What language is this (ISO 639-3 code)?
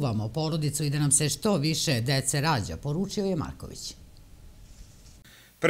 srp